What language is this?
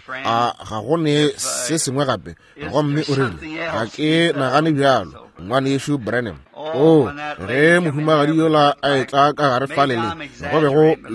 Northern Sotho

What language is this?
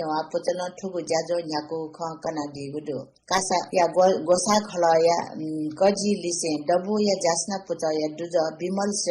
Newari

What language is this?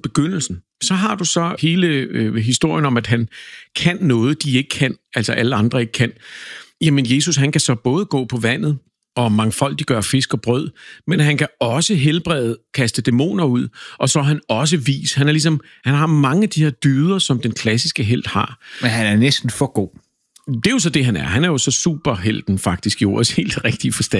Danish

